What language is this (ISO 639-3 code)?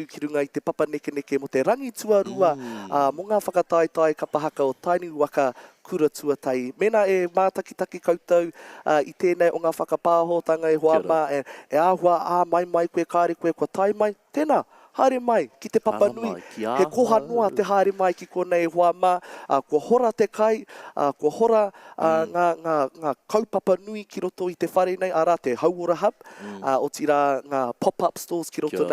mri